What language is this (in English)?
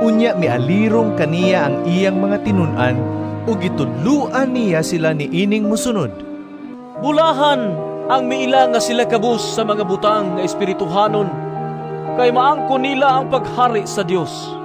Cebuano